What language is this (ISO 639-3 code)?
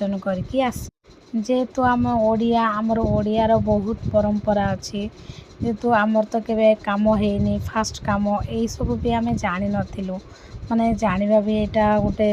ori